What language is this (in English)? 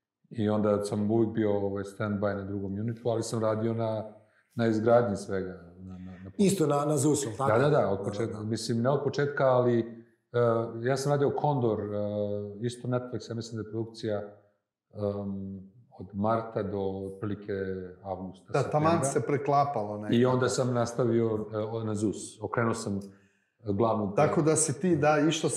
Bosnian